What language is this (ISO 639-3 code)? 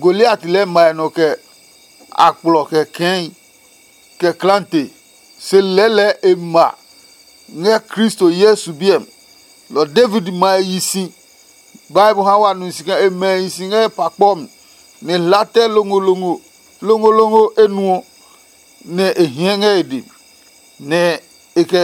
ada